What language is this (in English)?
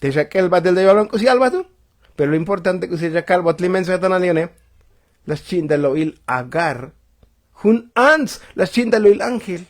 Tzotzil